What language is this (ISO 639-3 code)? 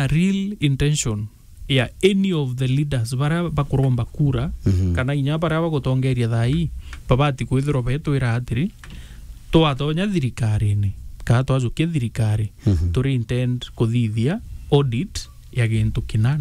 mer